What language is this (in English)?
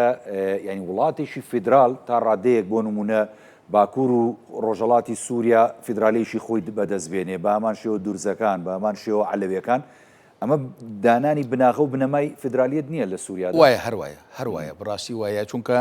Central Kurdish